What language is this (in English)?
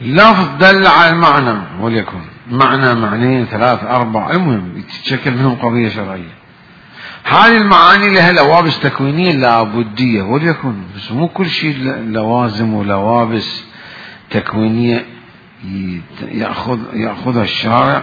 Mesopotamian Arabic